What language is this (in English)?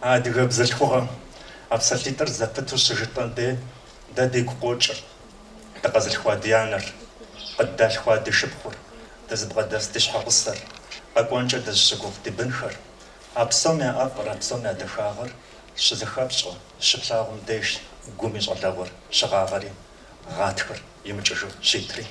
Kabardian